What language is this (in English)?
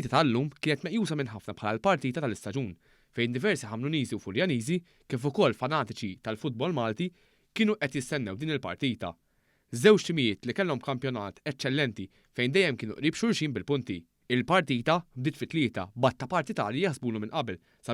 Maltese